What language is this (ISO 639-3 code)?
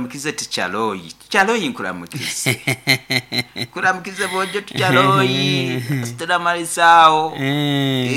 nyo